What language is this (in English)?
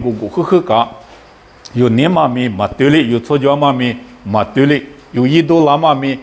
Lisu